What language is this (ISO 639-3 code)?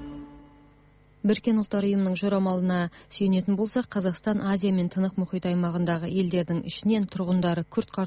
kaz